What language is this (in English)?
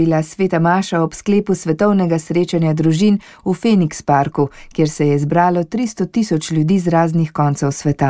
Slovenian